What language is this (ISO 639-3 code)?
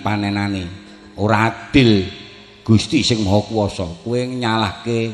jav